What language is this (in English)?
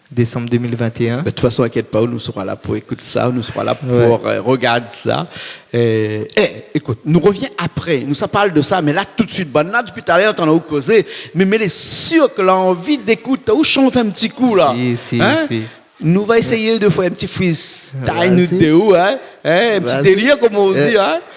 Réunion Creole French